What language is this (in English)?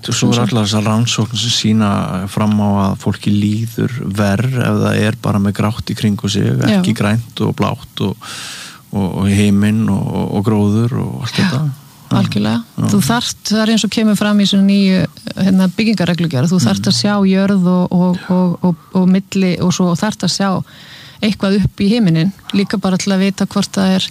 Icelandic